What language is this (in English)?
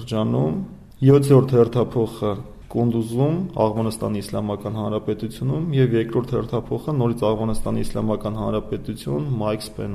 Armenian